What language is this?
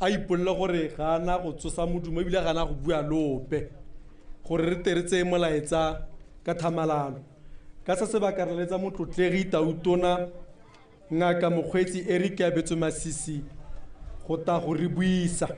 Tswana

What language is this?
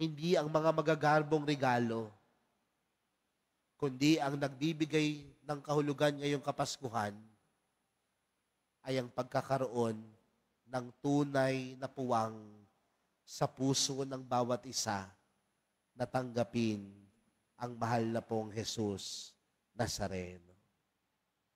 Filipino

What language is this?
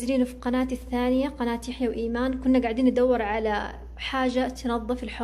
Hijazi Arabic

